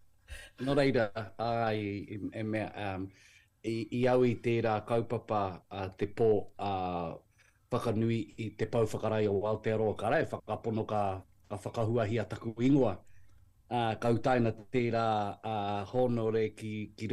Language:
Māori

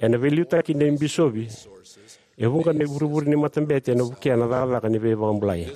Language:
Fijian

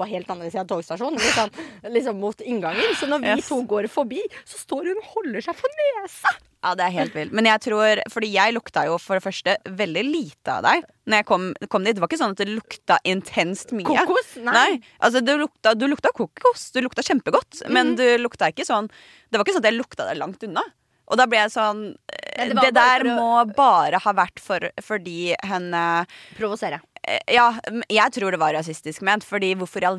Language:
Norwegian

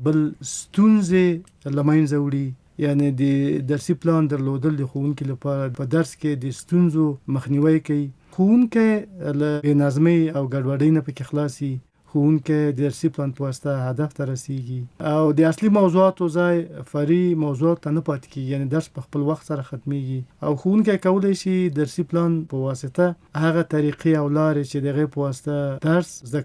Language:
Pashto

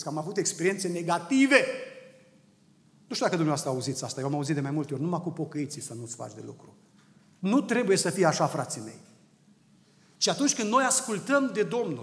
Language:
Romanian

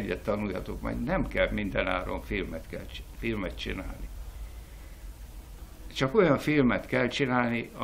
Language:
Hungarian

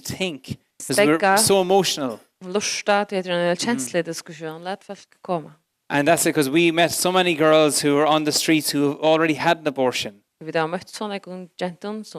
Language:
Faroese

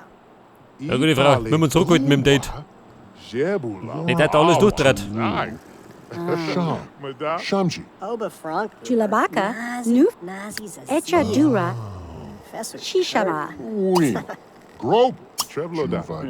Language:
Bavarian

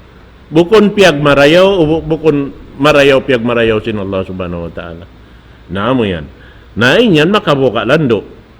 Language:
Tausug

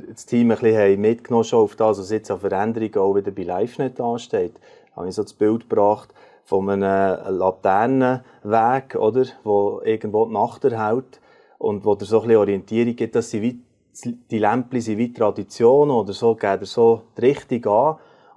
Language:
Swiss German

